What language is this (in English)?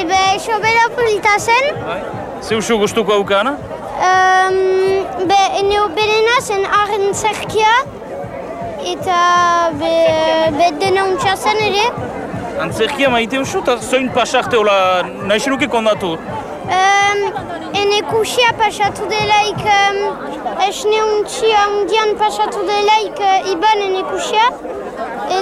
Basque